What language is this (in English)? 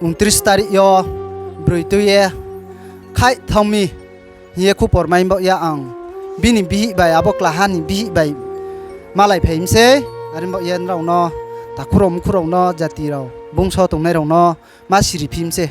Riang (India)